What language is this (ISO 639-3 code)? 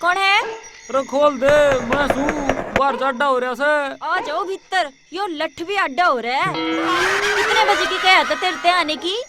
bgc